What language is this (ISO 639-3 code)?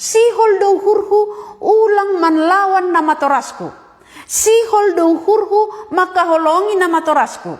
bts